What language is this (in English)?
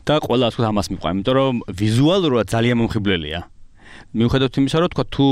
Georgian